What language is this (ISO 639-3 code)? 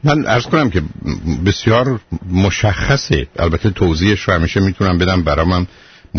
fas